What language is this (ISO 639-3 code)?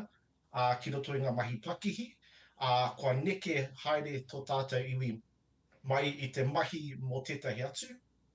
mri